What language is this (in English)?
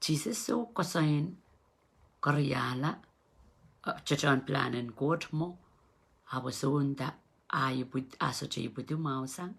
Pohnpeian